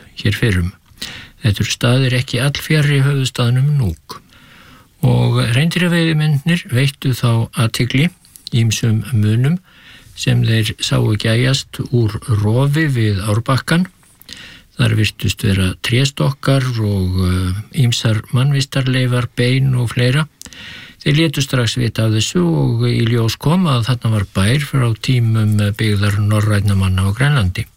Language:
Icelandic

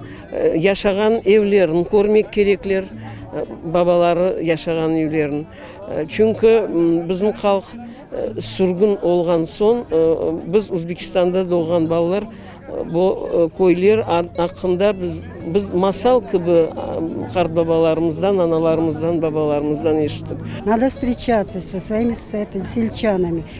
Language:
Crimean Tatar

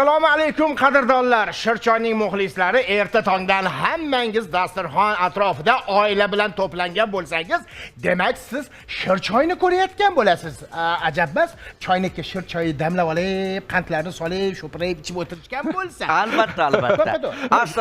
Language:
Uzbek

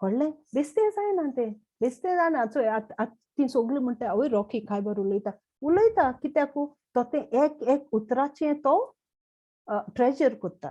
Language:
Konkani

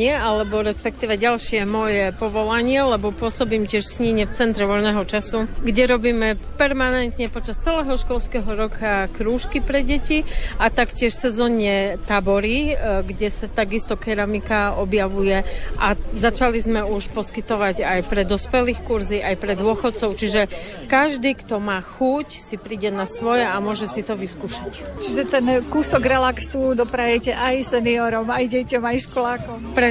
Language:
Slovak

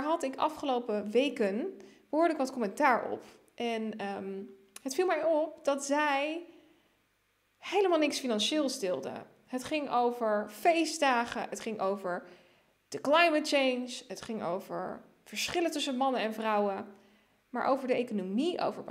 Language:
Dutch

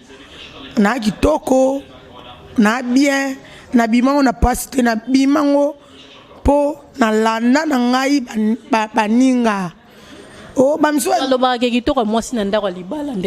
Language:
Lingala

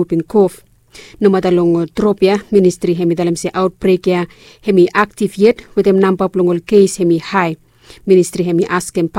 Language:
Bislama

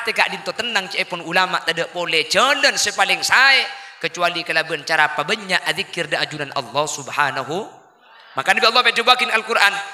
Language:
Madurese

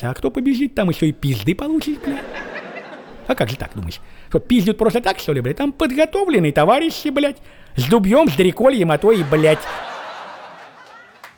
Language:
Russian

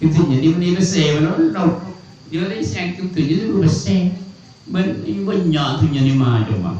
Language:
Madurese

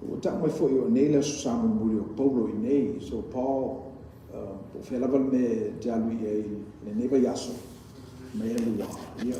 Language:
Samoan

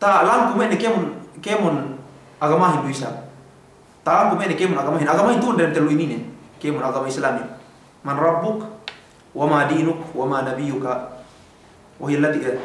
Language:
Yakan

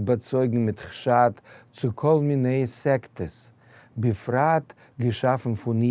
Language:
Yiddish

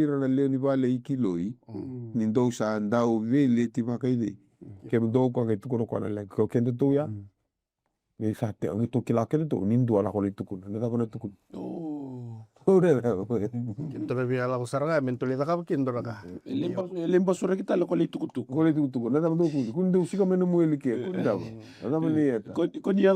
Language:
Fijian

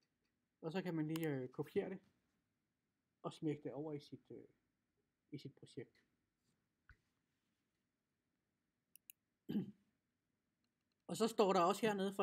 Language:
Danish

